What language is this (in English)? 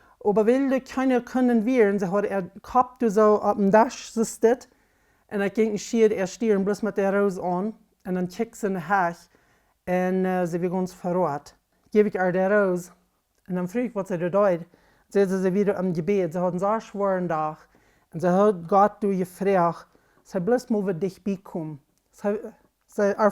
Plautdietsch